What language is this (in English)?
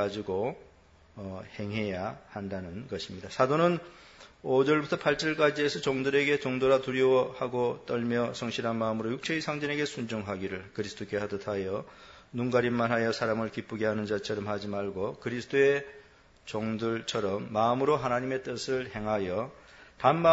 Korean